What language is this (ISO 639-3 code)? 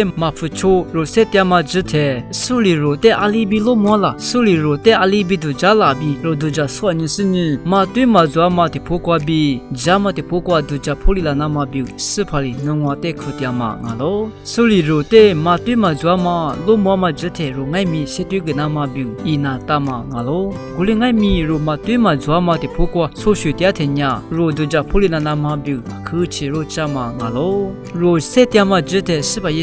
lis